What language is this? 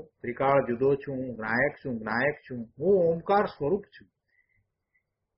Gujarati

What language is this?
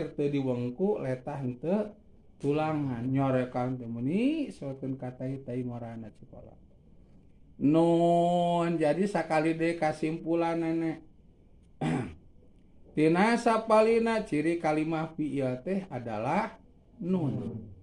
Sundanese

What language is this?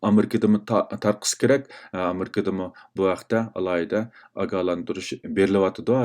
Uyghur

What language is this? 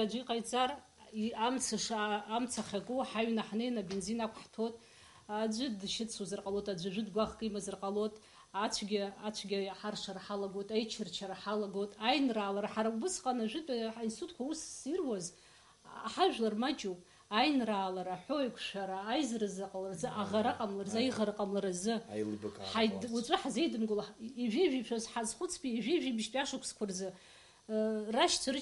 Abkhazian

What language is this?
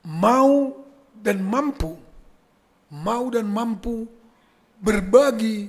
Batak Simalungun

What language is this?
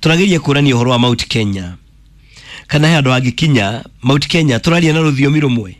Kikuyu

